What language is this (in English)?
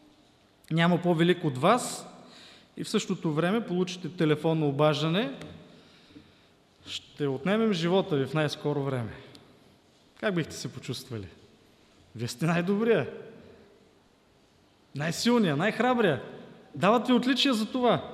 Bulgarian